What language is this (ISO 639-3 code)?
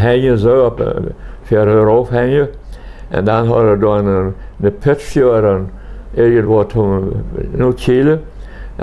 pdt